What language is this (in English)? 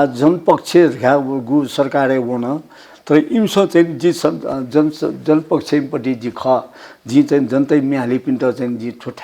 Newari